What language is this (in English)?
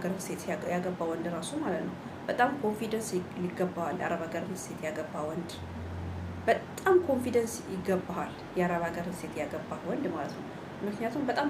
Amharic